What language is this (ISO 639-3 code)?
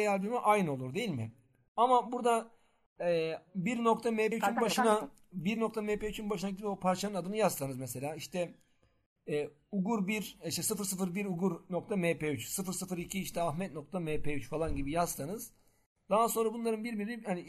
tur